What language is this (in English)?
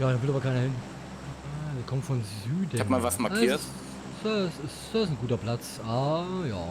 Bavarian